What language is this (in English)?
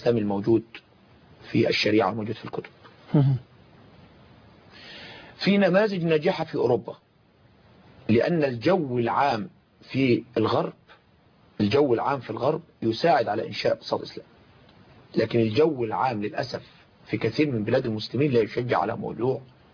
Arabic